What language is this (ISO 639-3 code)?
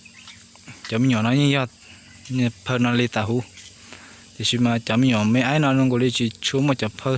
hmn